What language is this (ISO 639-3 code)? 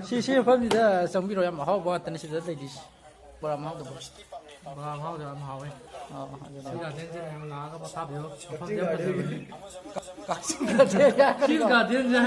mni